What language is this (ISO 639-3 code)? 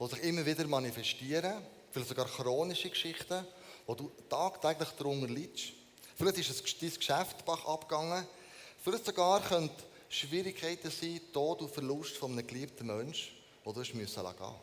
gsw